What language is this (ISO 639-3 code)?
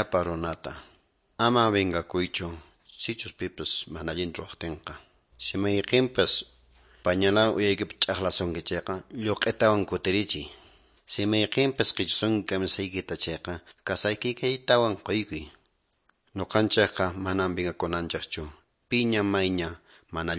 que